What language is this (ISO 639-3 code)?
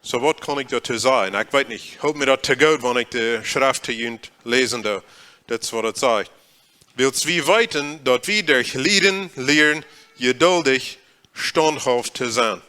pdt